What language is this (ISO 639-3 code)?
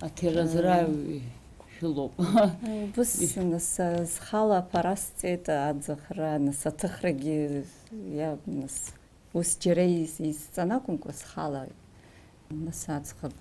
abk